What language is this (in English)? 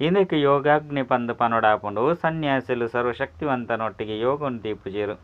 Tulu